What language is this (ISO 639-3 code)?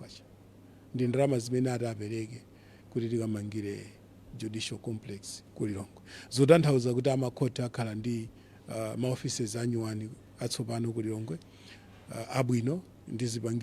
nya